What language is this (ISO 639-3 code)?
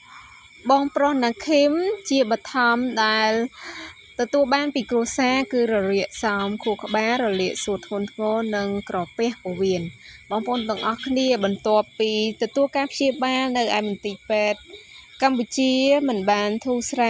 khm